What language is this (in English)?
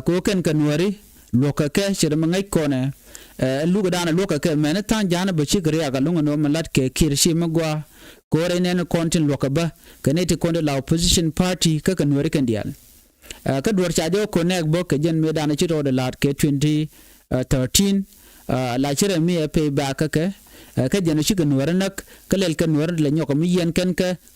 Nuer